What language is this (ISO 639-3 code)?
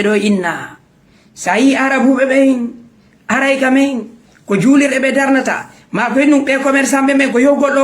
ful